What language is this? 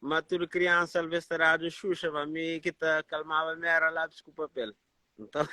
Kabuverdianu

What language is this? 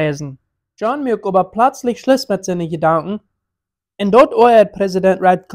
Plautdietsch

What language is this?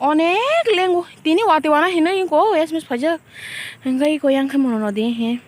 Kok Borok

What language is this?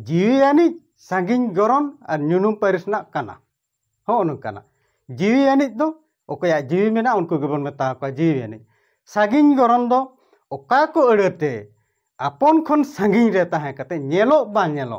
Santali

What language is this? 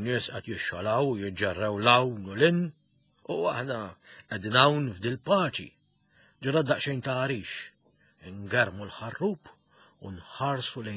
Maltese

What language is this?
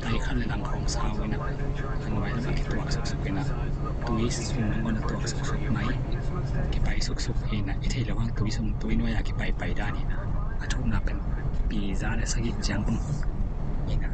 Tedim Chin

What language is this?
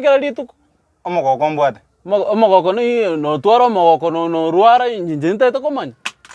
Gusii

